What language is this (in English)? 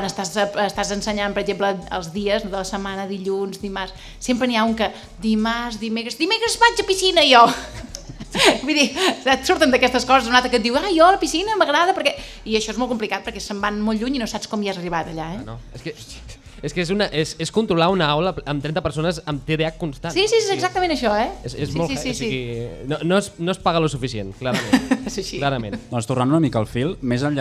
Catalan